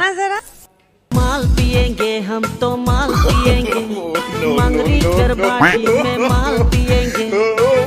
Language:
Chhattisgarhi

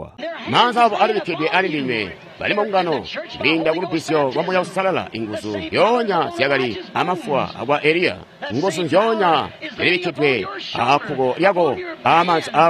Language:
Tonga (Zambia)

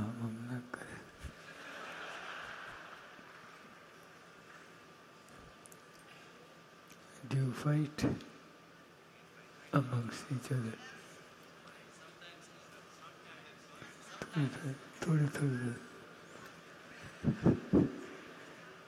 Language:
Gujarati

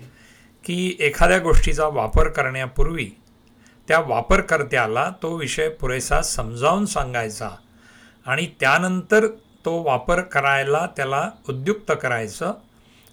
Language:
Marathi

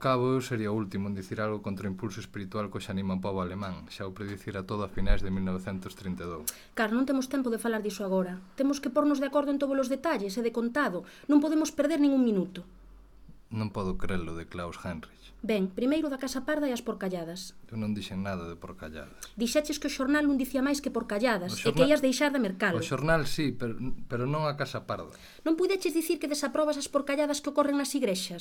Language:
Galician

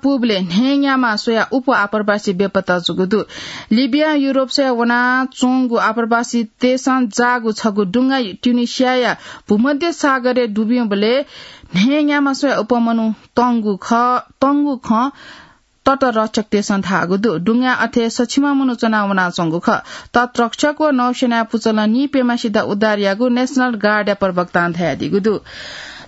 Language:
Newari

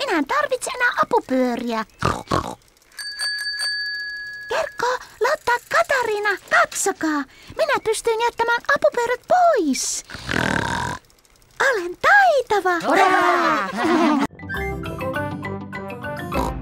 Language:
Finnish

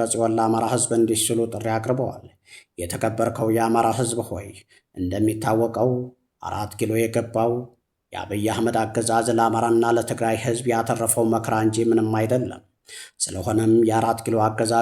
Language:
Amharic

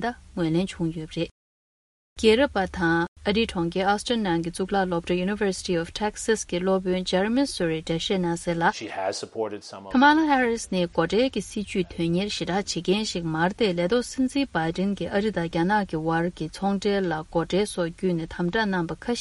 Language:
Tibetan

